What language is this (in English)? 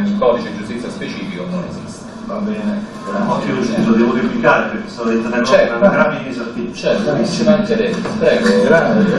Italian